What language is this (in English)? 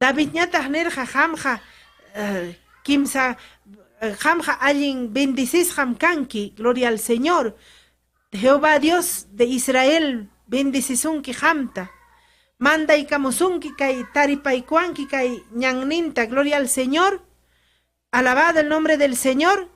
Ayacucho Quechua